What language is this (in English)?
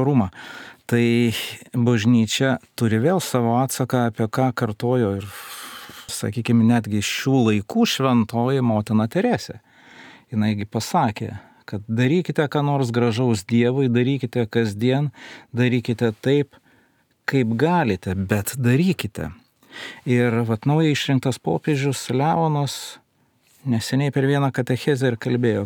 Lithuanian